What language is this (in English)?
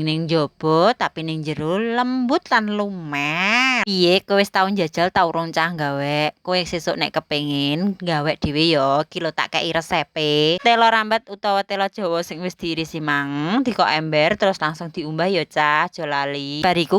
Javanese